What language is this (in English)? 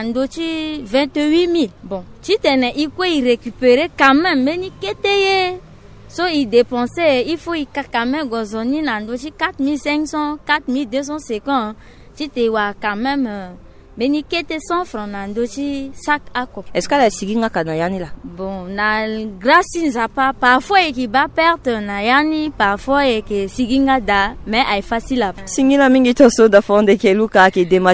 Sango